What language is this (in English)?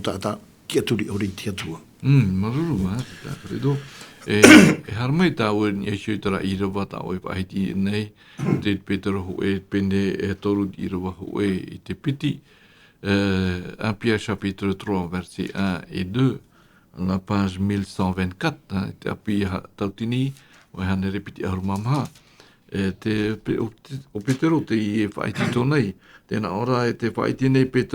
Tahitian